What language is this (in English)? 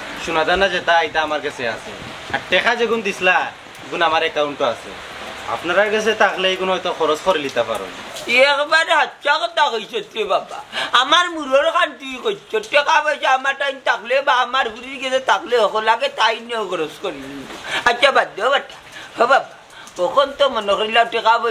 Sylheti